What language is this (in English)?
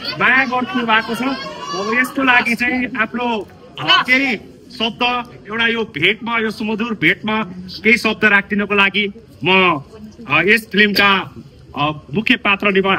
Nepali